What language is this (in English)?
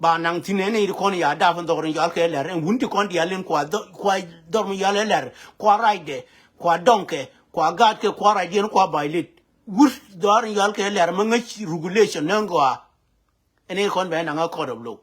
Nuer